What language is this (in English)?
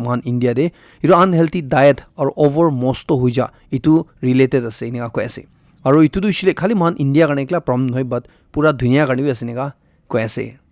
Naga Pidgin